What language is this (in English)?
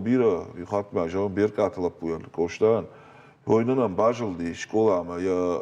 Ossetic